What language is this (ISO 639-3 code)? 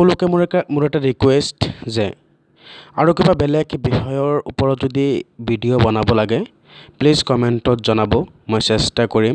asm